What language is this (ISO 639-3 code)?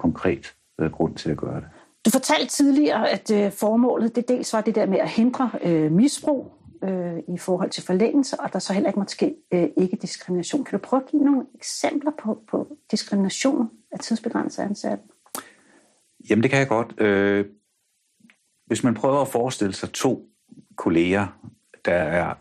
dan